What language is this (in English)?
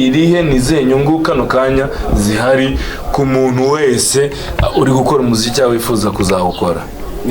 Kinyarwanda